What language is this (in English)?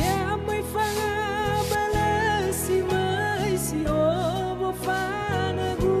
Nias